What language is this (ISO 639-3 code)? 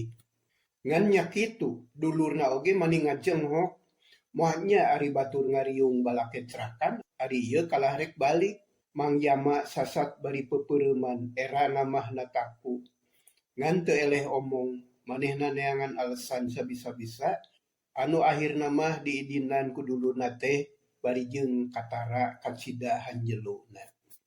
sun